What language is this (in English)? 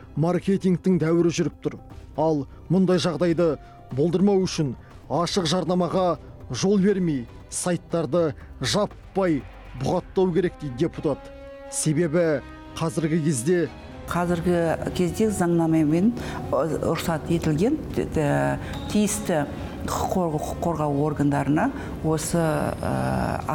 Kazakh